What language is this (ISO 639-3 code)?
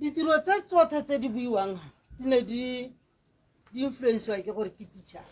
tsn